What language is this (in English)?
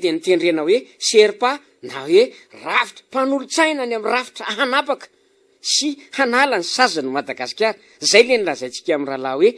Malagasy